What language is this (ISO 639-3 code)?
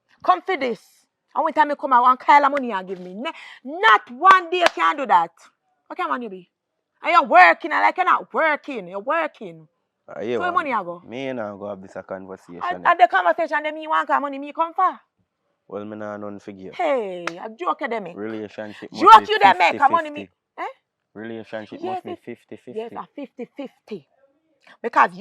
jam